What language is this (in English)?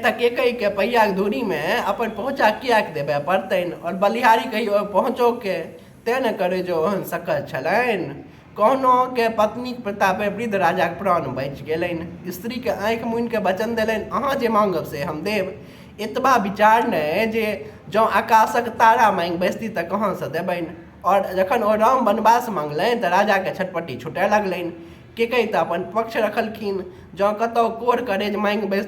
Maithili